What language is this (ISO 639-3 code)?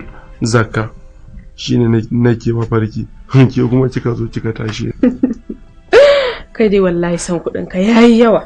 hau